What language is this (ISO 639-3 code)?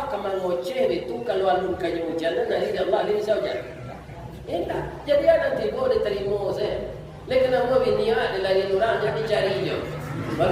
min